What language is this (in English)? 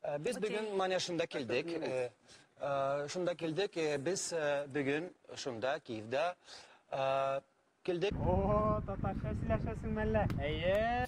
Tatar